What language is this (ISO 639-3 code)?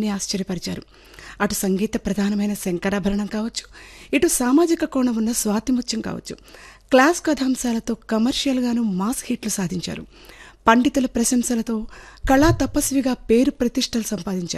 tel